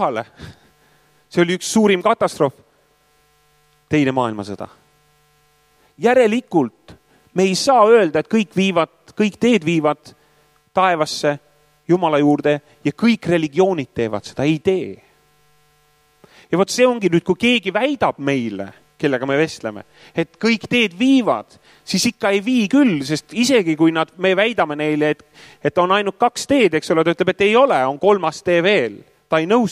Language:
Estonian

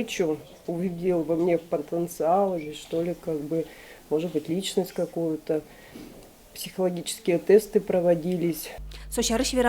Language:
Udmurt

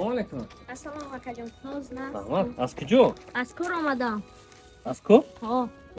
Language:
Tajik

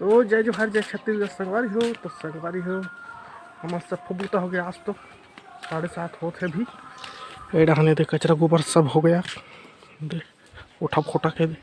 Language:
Chhattisgarhi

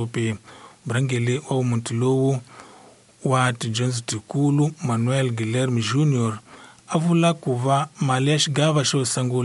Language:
Tsonga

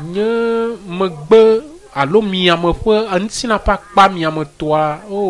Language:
Ewe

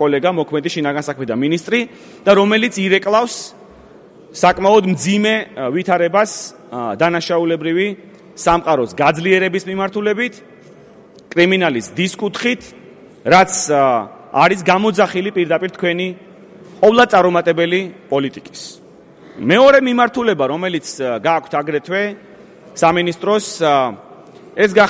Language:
Georgian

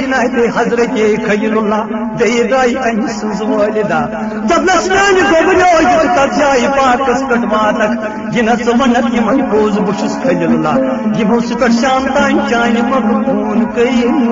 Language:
Kashmiri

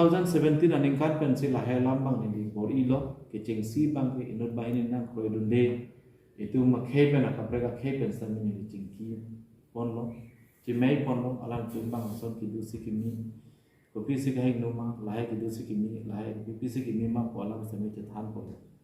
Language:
Karbi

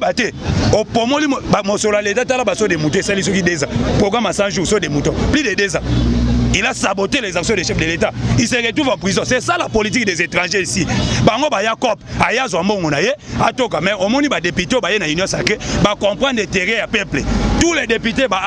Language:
Lingala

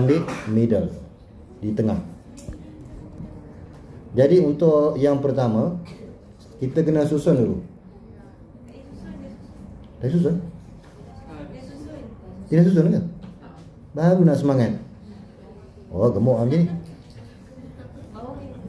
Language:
Malay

